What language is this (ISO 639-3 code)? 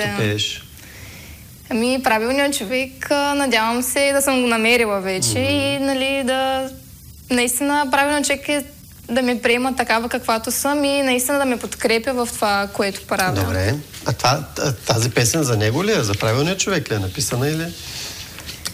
bul